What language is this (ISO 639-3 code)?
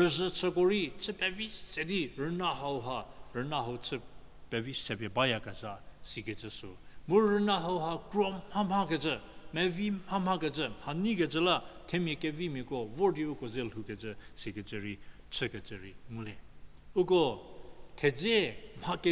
njm